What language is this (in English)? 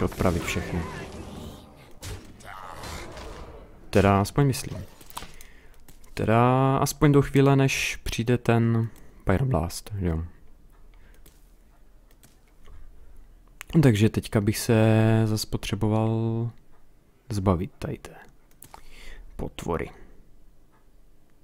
Czech